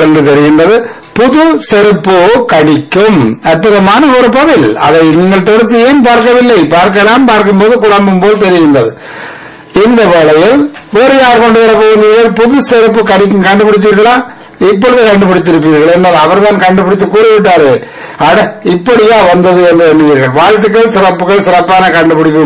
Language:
Tamil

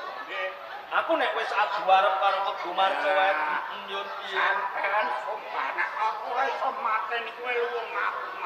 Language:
Javanese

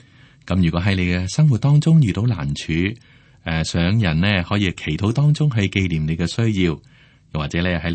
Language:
Cantonese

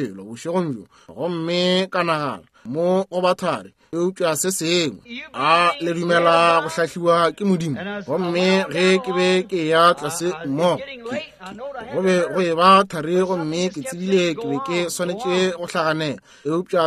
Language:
Northern Sotho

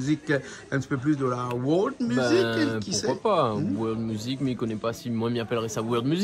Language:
Réunion Creole French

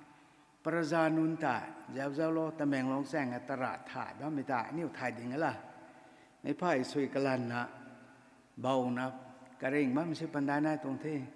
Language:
Rongmei Naga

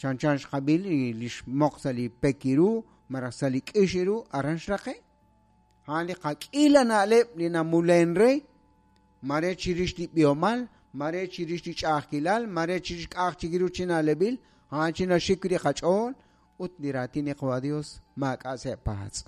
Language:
Kekchí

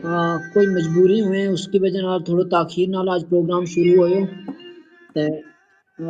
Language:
Gujari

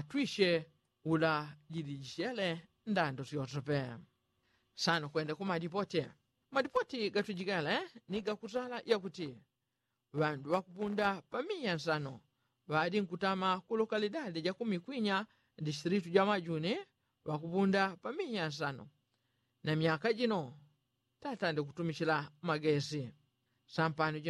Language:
Yao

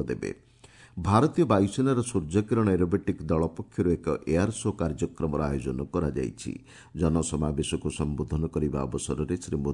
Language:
Odia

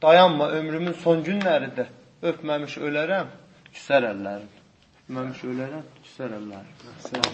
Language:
South Azerbaijani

